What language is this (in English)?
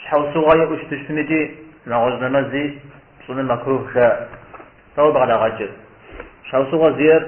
Kabardian